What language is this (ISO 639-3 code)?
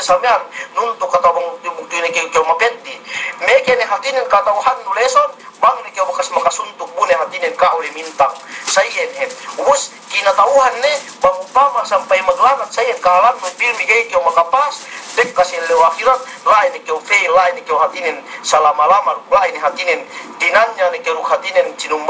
yka